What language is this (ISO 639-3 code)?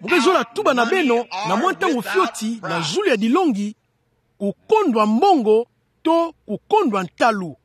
ktu